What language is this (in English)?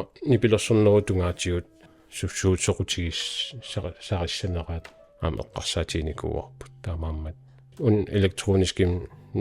Kalaallisut